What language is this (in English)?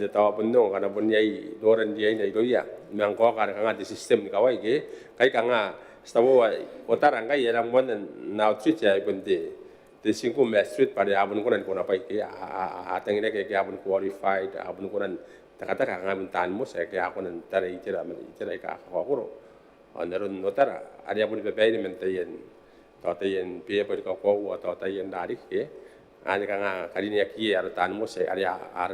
Gilbertese